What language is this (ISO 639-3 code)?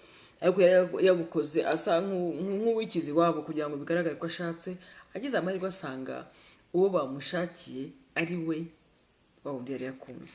kin